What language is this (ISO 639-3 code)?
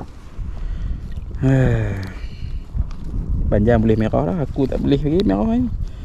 msa